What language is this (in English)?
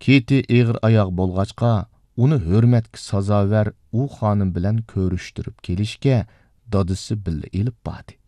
Uyghur